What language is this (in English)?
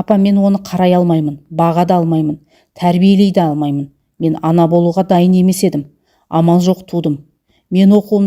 Kazakh